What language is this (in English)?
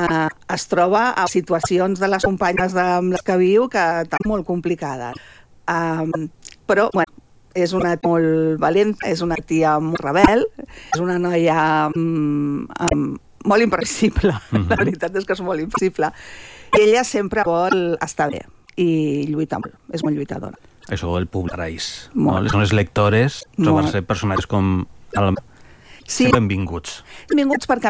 Catalan